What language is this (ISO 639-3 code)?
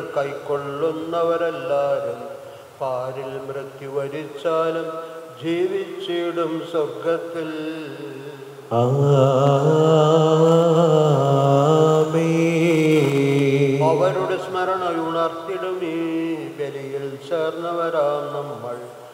mal